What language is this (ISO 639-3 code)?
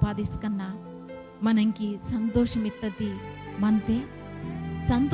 kff